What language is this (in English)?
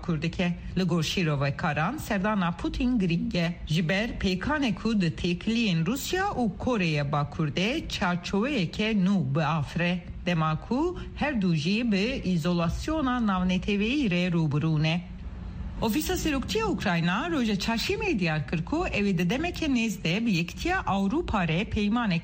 Kurdish